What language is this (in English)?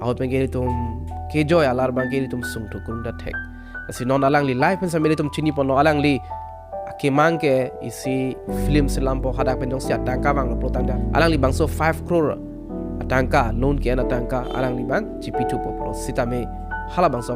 Karbi